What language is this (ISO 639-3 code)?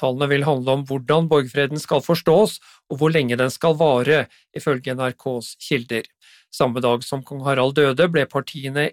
nor